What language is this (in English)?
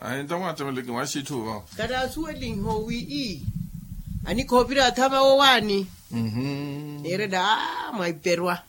Makhuwa